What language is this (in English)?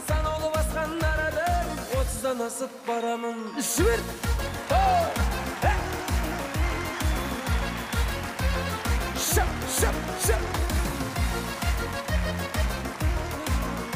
Kazakh